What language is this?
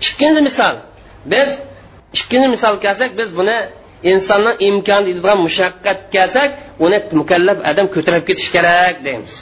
Uyghur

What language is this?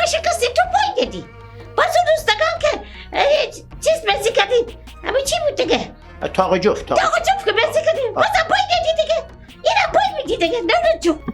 Persian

